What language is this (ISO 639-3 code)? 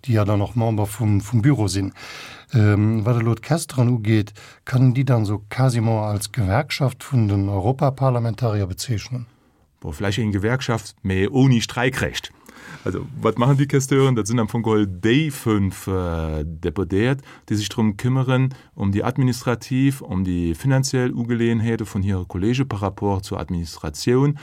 ltz